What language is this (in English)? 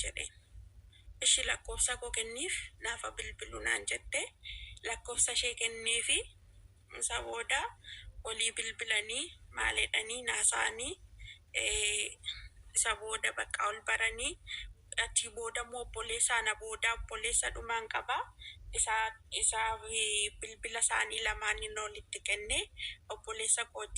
Oromo